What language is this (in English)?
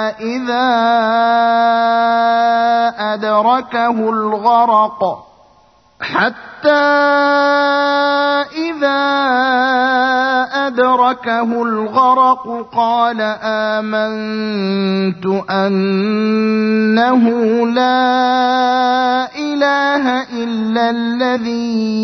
Arabic